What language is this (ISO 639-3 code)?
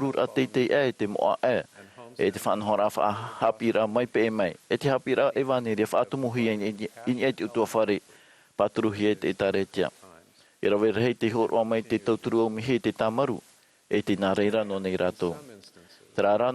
tah